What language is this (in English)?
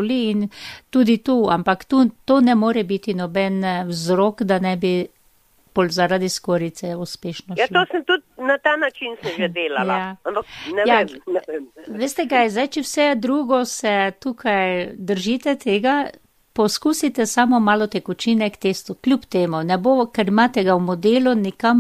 Slovenian